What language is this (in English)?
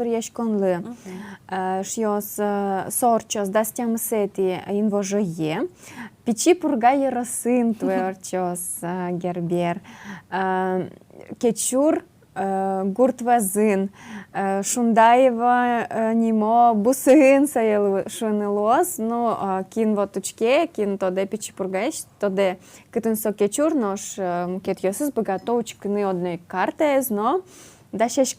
Udmurt